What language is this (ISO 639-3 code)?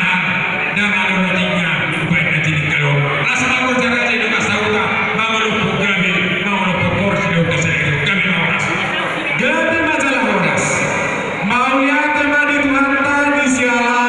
bbc